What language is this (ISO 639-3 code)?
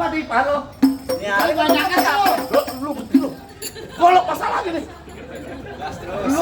bew